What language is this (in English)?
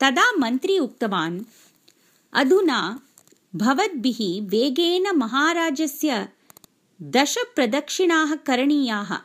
Sanskrit